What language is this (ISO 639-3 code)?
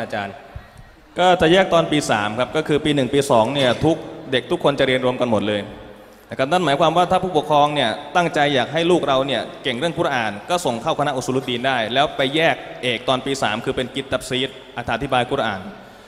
tha